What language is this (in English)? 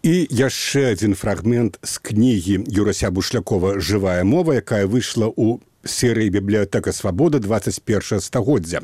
Belarusian